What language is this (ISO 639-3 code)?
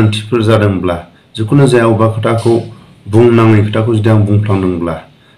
brx